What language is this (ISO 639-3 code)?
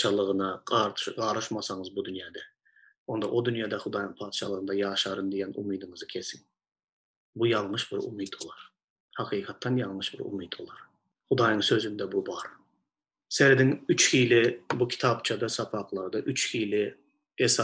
tuk